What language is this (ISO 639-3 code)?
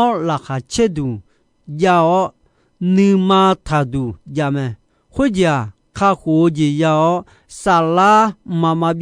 ahk